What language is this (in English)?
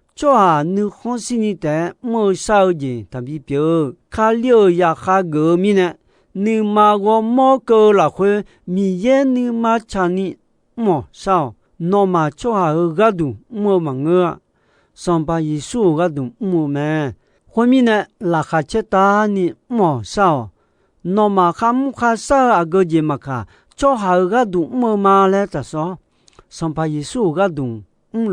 Akha